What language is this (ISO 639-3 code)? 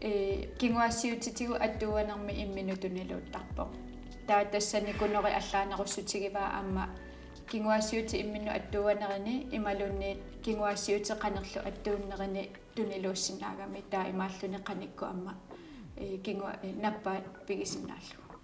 kal